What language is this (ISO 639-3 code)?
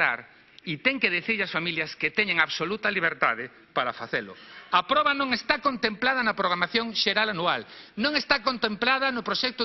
glg